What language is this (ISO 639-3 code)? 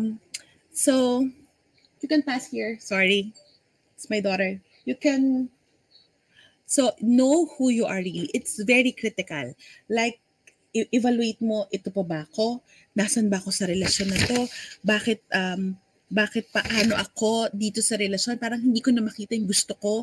fil